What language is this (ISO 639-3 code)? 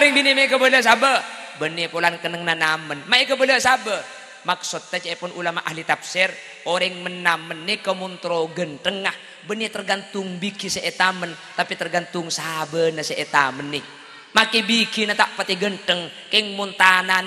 mad